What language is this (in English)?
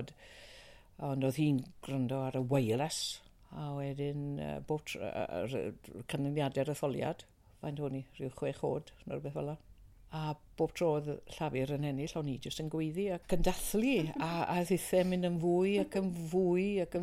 Welsh